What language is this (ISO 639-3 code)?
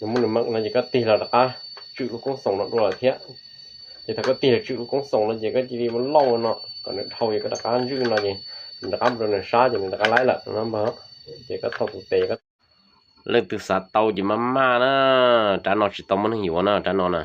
hmn